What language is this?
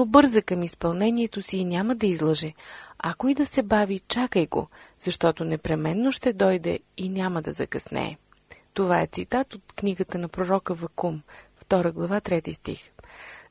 Bulgarian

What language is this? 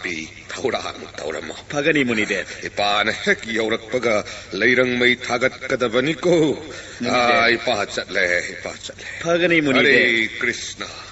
Manipuri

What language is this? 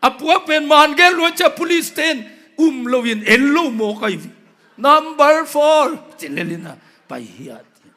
Tedim Chin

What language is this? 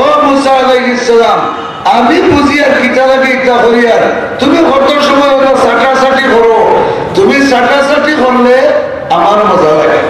Sylheti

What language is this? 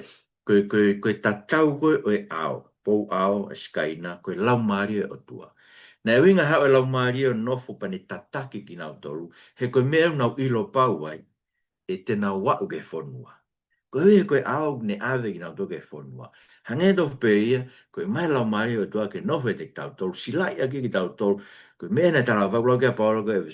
Tongan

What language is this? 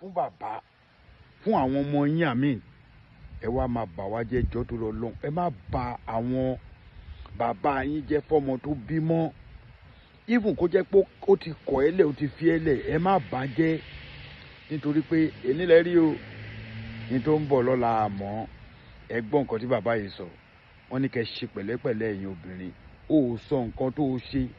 Yoruba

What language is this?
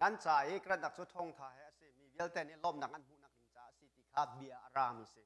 Hakha Chin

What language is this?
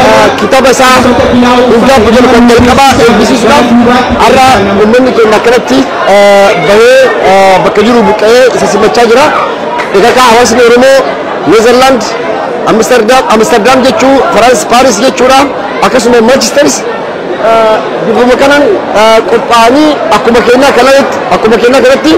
Oromo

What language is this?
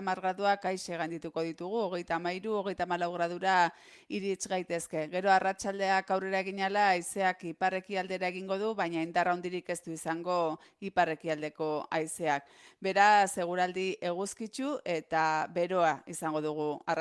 Basque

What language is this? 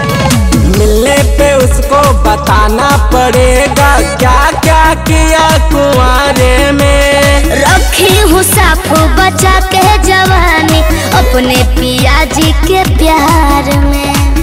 Bhojpuri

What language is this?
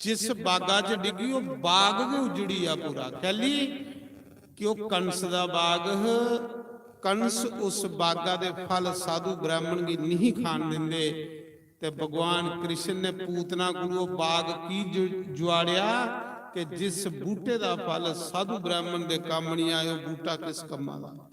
Dogri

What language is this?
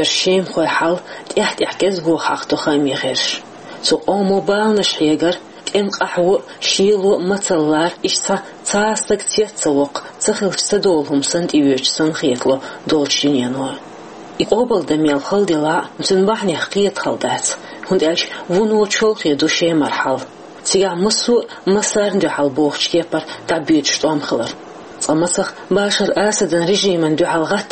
Chechen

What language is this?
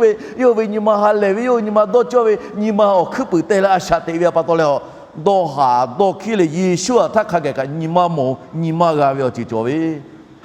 Lahu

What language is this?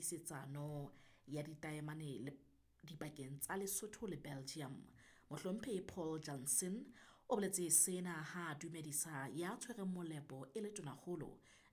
Southern Sotho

